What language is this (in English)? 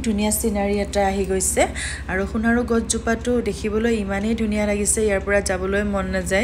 Assamese